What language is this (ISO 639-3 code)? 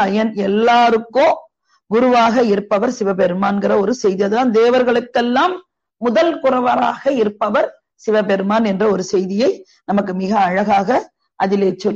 tam